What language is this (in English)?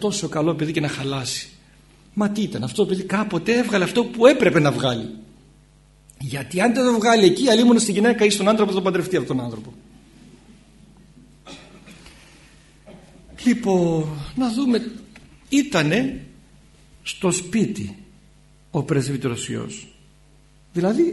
Greek